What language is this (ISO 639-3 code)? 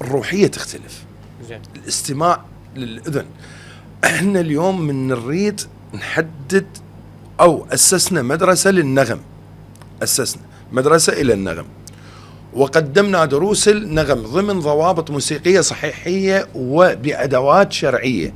acm